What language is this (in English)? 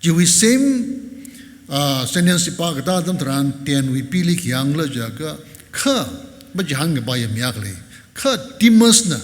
Tangkhul Naga (India)